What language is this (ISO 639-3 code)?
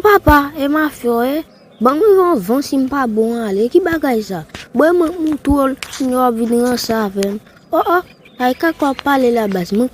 hat